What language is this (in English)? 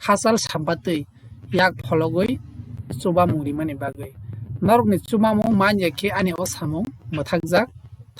Kok Borok